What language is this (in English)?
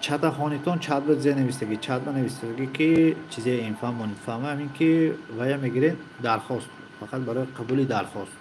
Tajik